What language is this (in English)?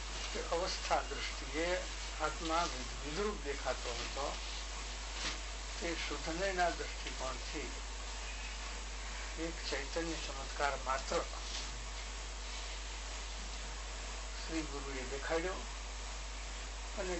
Gujarati